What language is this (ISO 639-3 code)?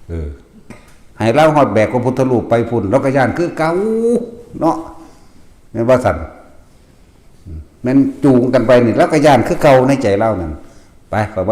tts